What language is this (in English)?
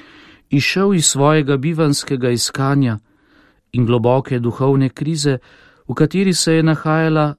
Slovenian